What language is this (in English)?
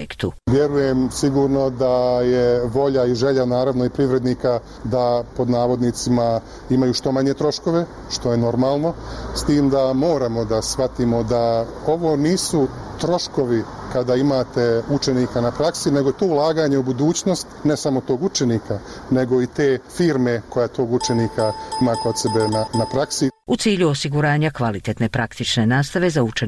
Bosnian